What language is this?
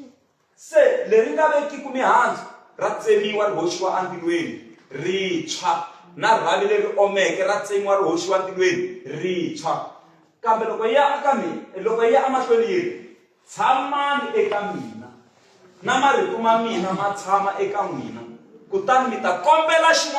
Tsonga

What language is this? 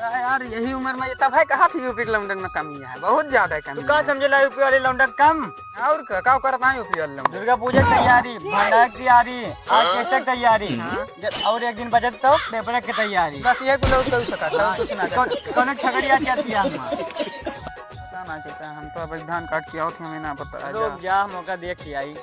Awadhi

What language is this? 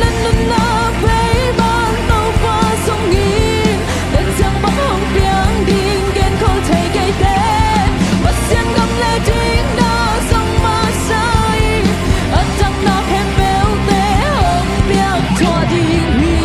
Tedim Chin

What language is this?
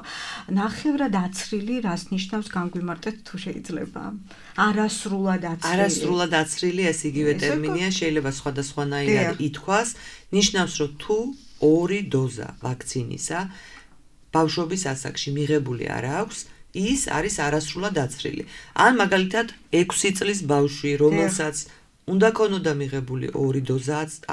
Georgian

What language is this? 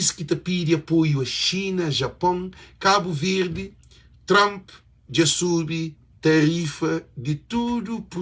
Kabuverdianu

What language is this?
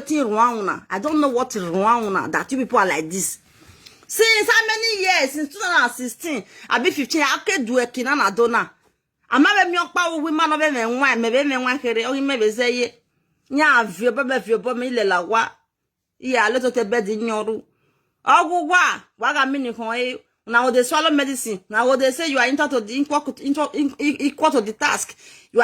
Nigerian Pidgin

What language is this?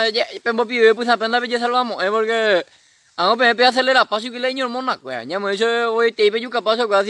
Guarani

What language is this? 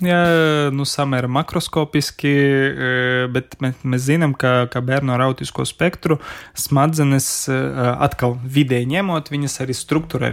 Latvian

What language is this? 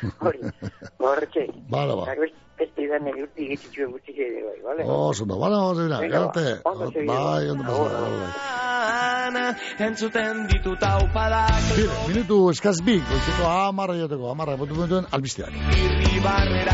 Basque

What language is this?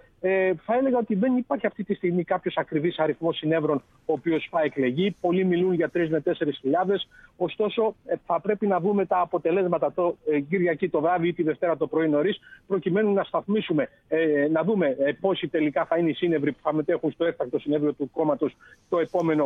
Greek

